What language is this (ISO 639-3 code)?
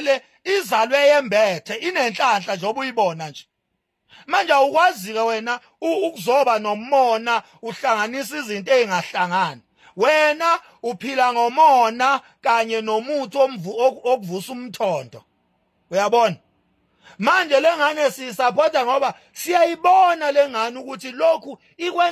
zul